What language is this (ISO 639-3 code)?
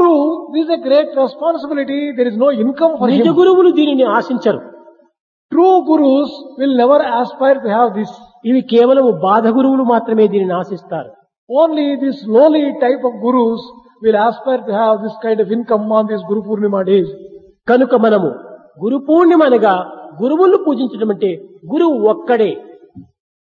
tel